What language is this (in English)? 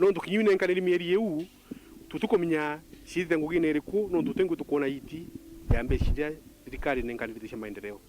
Meru